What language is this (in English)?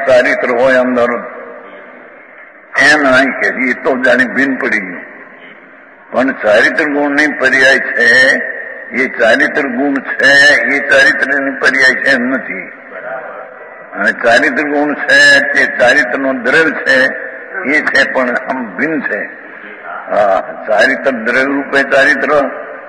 Gujarati